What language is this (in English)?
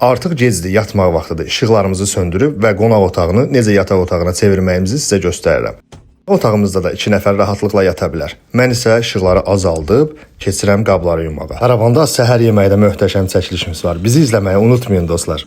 Azerbaijani